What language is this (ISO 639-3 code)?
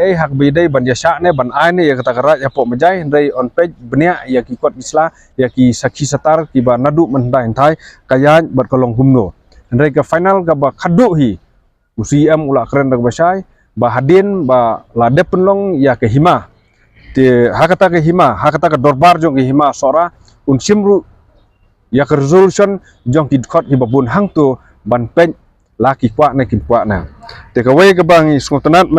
kha